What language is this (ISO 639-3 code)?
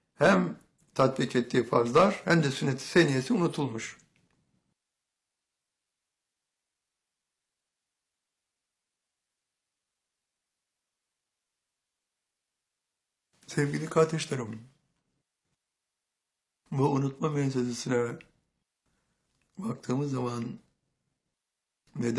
tur